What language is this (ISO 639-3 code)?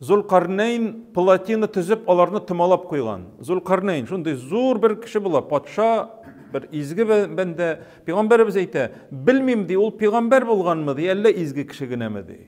tat